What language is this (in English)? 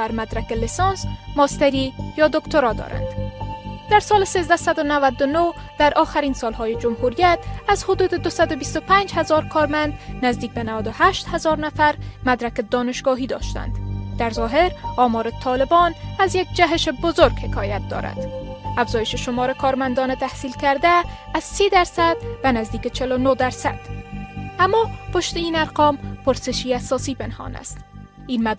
Persian